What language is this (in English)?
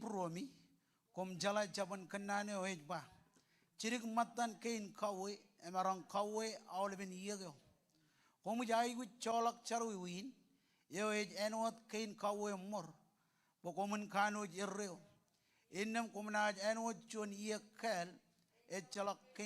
Marshallese